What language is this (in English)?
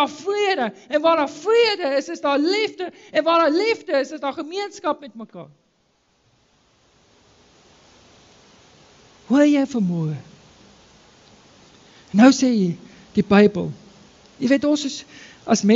Afrikaans